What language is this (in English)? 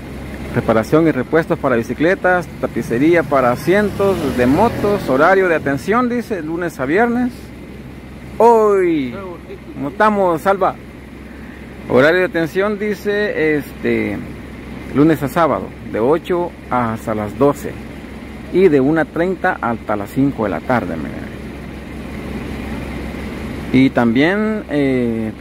Spanish